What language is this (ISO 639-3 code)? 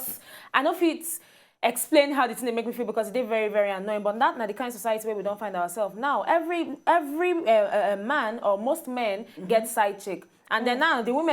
pcm